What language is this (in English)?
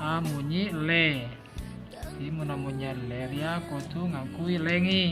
Madurese